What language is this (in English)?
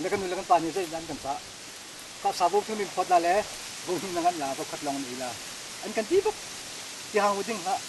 Hakha Chin